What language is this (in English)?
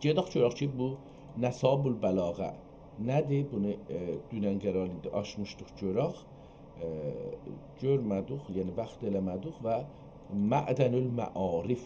South Azerbaijani